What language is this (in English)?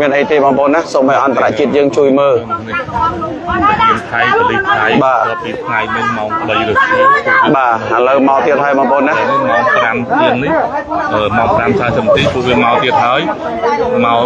Khmer